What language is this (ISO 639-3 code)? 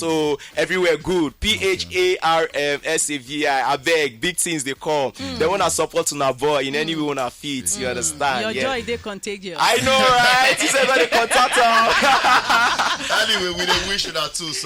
pcm